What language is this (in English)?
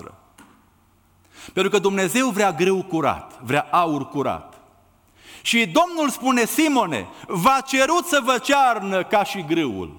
Romanian